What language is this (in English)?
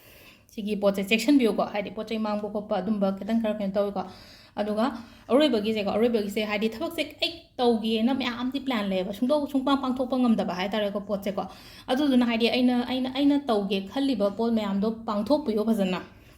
Manipuri